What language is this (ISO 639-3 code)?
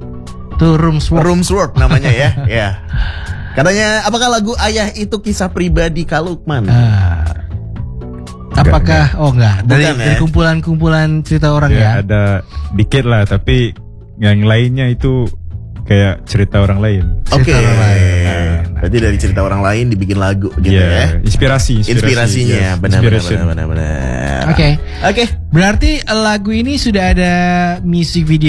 ind